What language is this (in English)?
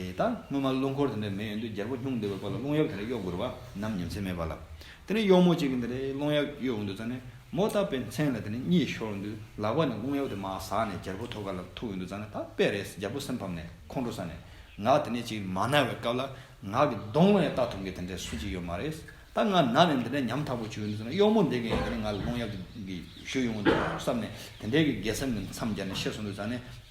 Tibetan